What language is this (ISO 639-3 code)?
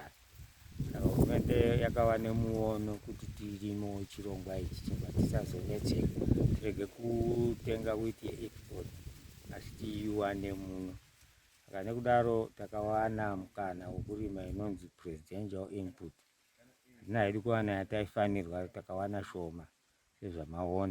sna